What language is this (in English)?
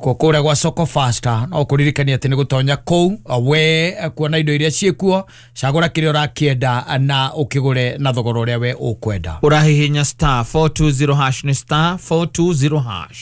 Kikuyu